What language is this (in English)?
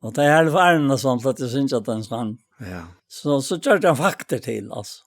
Faroese